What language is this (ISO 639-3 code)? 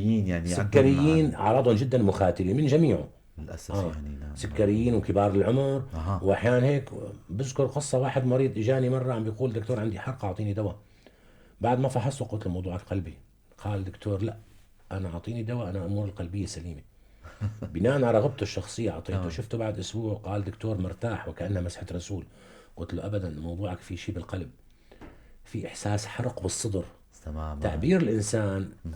apc